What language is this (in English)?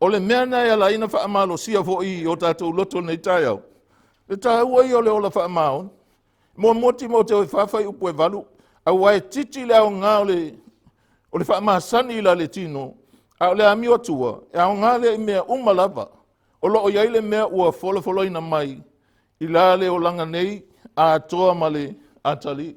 Samoan